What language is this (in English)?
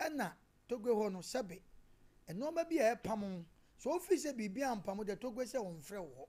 Akan